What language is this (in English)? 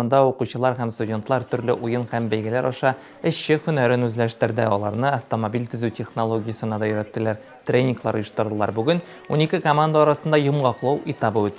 Tatar